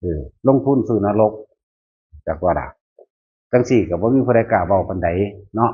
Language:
Northeastern Thai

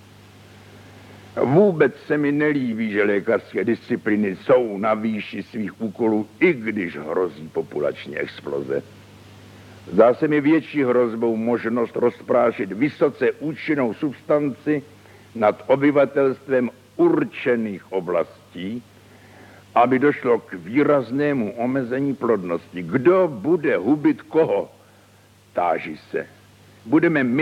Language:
Czech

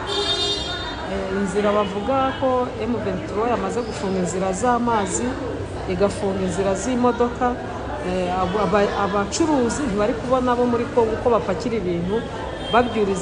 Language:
Kinyarwanda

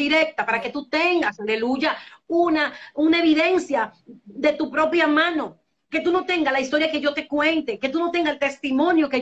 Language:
Spanish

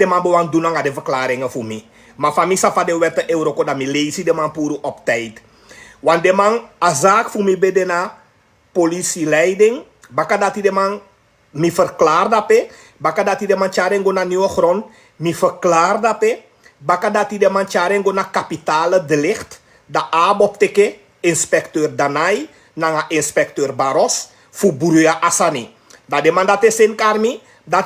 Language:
Sranan Tongo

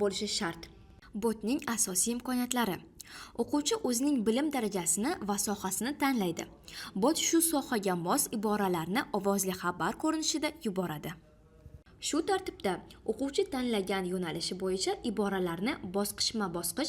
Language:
Uzbek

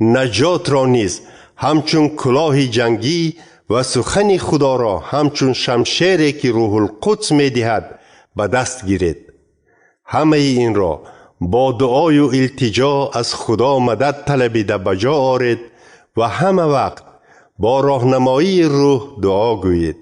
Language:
Tajik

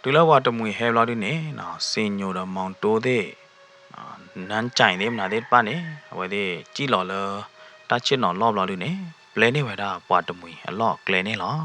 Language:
S'gaw Karen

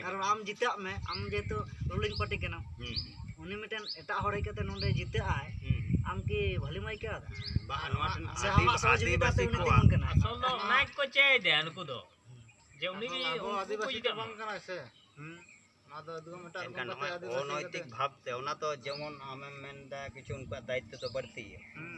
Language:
Santali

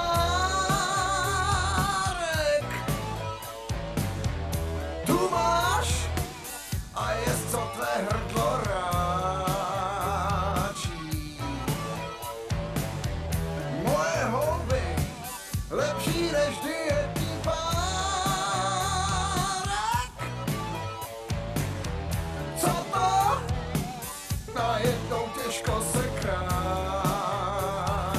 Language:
Czech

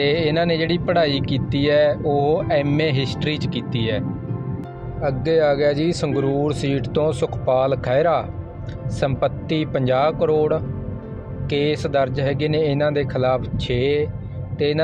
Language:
Punjabi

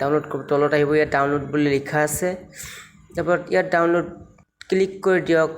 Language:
Assamese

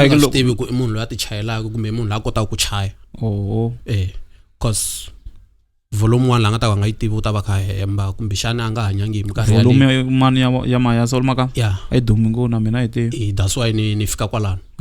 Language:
Tsonga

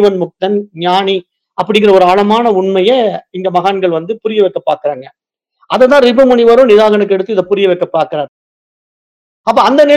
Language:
Tamil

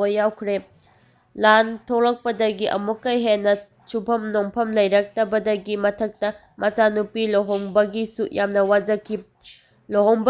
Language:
Manipuri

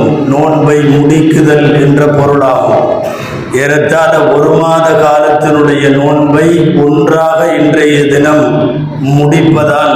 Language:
Tamil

